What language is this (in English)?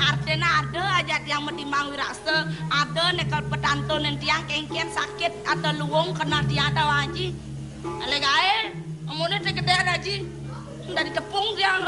Balinese